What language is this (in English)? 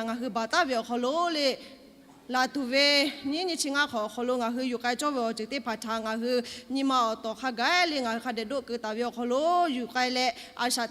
Lahu